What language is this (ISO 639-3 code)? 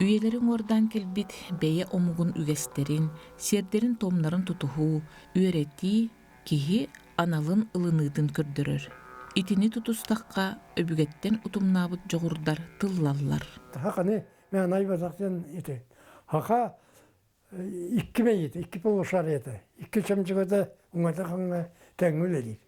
sah